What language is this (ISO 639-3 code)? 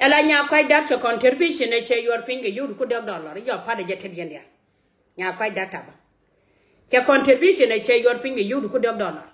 nus